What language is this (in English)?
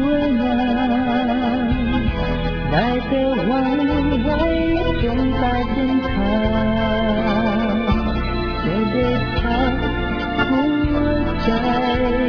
Thai